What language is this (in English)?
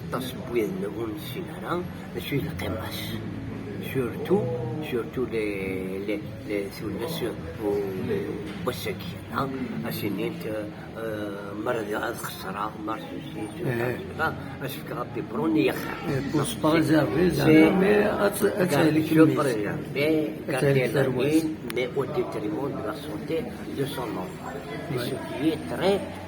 Kabyle